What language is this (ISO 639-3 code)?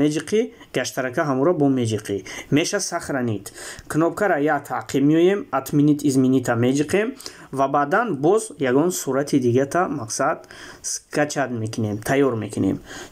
tgk